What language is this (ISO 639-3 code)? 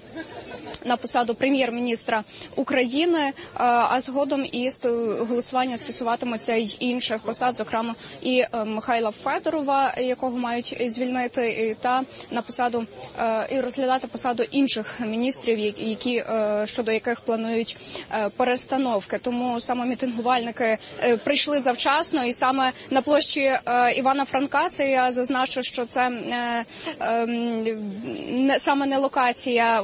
ukr